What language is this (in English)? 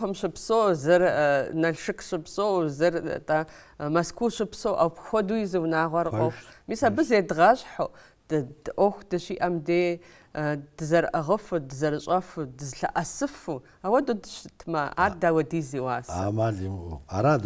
Kabardian